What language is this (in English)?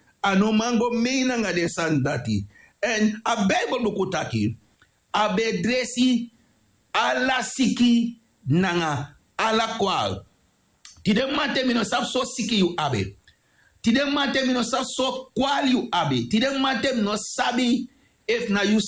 Sranan Tongo